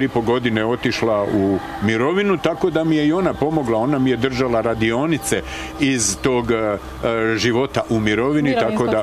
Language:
Bosnian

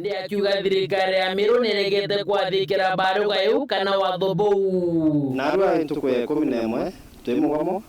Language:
Meru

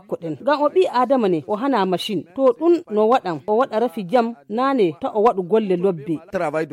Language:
Nigerian Fulfulde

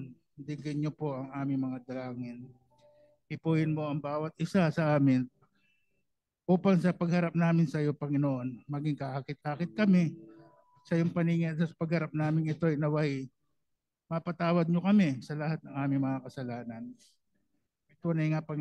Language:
Filipino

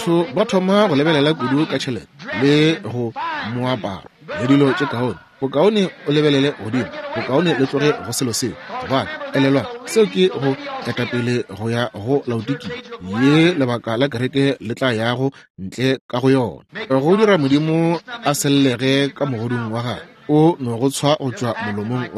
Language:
Northern Sotho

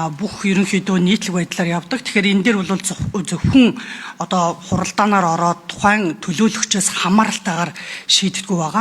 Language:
Mongolian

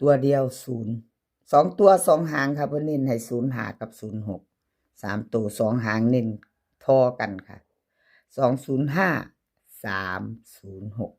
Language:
Northeastern Thai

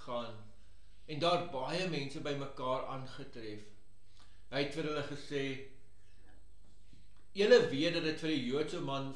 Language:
Afrikaans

